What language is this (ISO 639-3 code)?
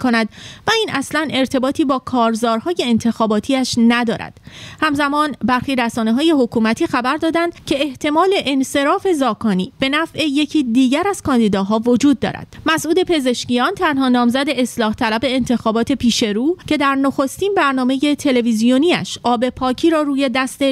fas